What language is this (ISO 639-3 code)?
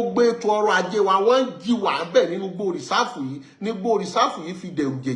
yor